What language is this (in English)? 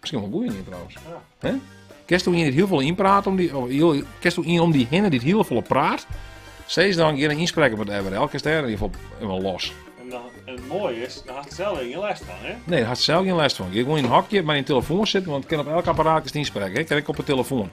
Western Frisian